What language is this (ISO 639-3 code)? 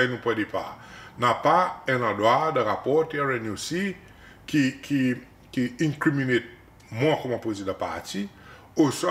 crs